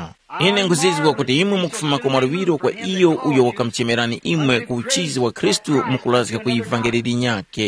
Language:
Tumbuka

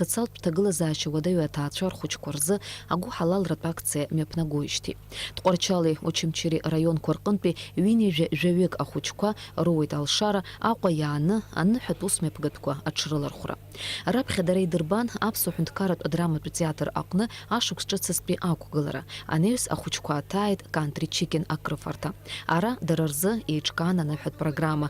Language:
Abkhazian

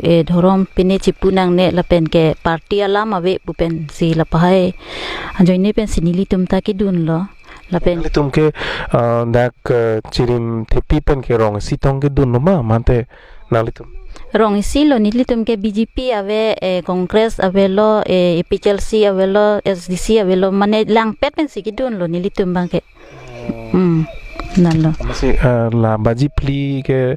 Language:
Karbi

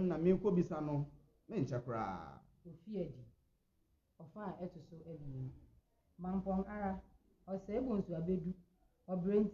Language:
Akan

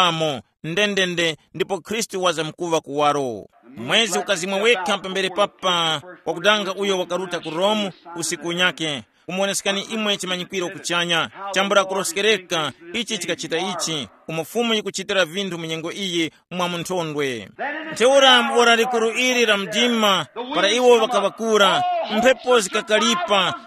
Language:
Tumbuka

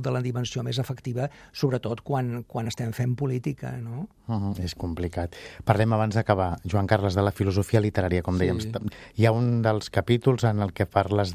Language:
Catalan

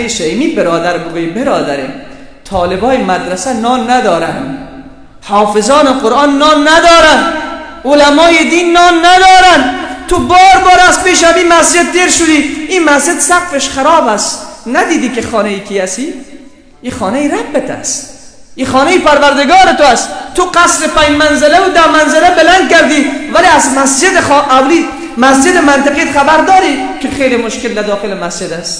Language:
Persian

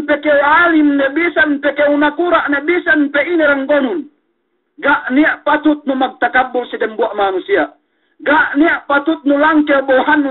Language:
Yakan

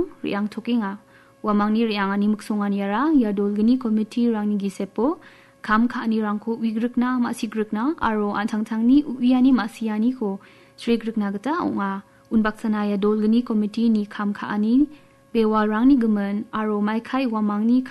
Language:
Garo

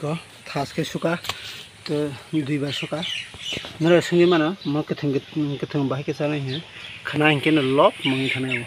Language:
Kok Borok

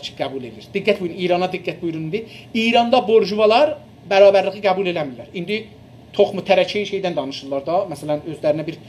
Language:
South Azerbaijani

